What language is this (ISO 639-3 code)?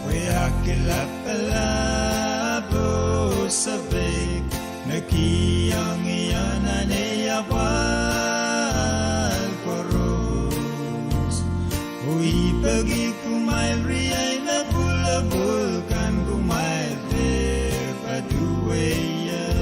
pon